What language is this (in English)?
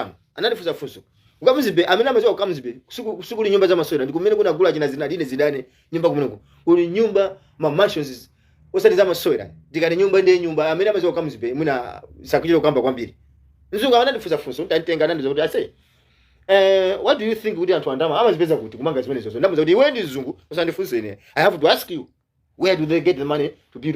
Nyanja